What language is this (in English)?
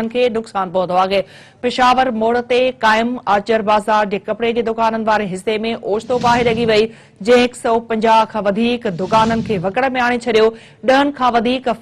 Sindhi